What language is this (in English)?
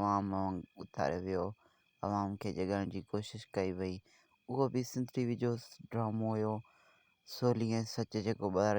Sindhi